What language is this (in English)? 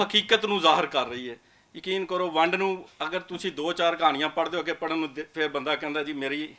Western Panjabi